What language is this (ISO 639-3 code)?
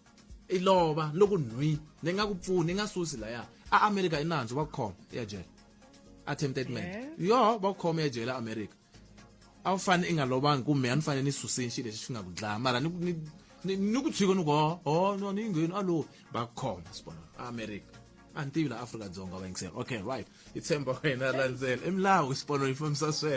tso